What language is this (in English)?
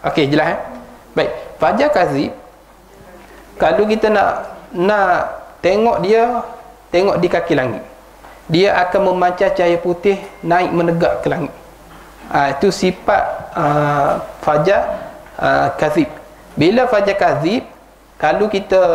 Malay